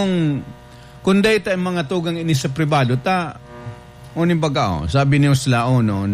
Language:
Bikol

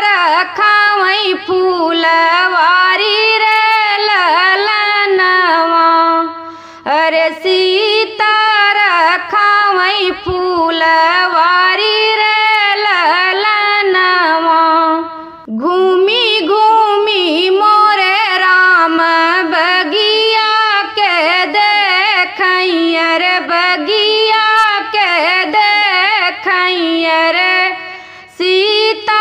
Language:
Bhojpuri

